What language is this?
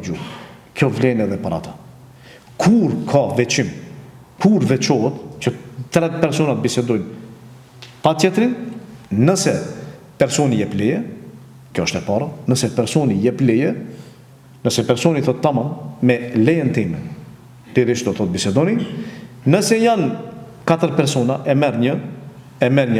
Albanian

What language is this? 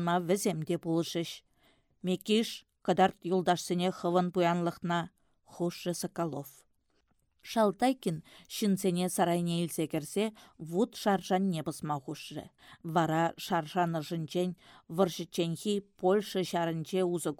Chuvash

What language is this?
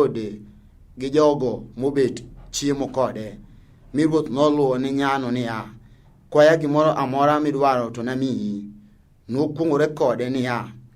Luo (Kenya and Tanzania)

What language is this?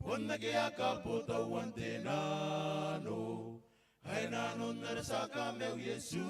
Gilbertese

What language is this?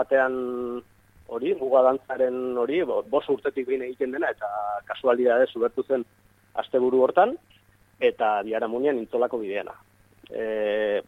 Basque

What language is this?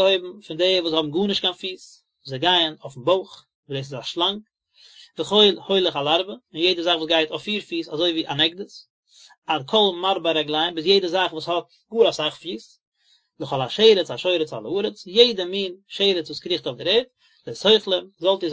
Yiddish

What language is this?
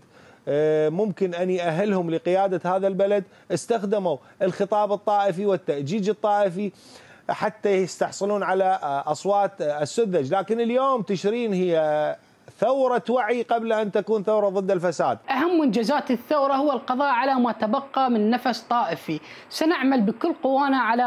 Mesopotamian Arabic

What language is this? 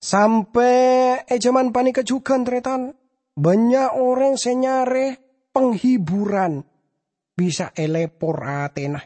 Madurese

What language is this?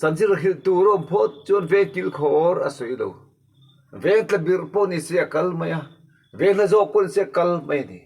Mizo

